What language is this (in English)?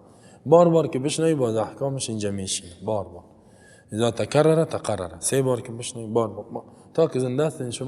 Persian